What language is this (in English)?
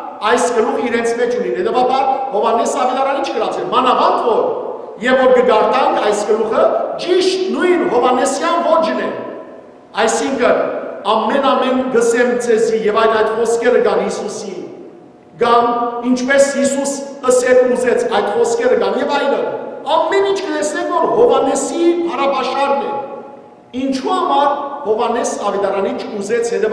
Western Armenian